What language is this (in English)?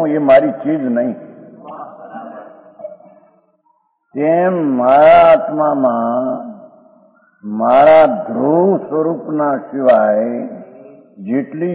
Gujarati